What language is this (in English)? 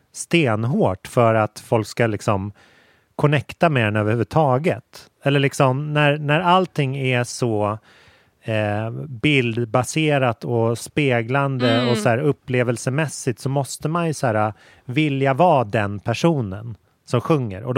Swedish